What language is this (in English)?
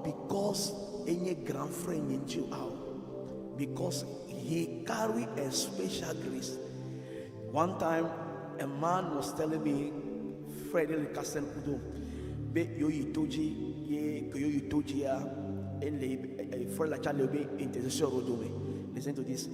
Ewe